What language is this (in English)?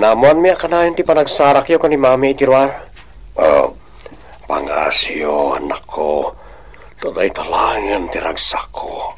Iloko